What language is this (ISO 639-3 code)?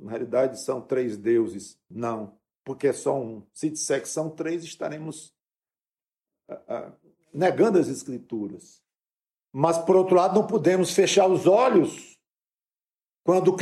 por